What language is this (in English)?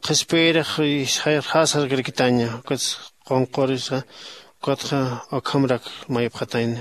Aymara